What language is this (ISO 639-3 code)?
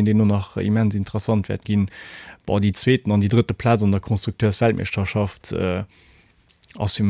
ltz